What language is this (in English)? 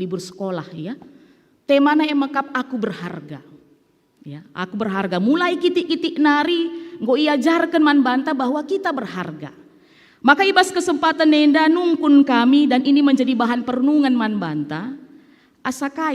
Batak Karo